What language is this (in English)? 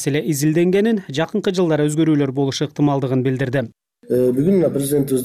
Kyrgyz